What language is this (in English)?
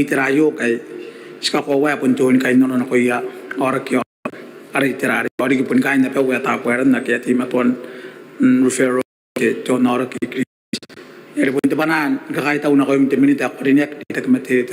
Gilbertese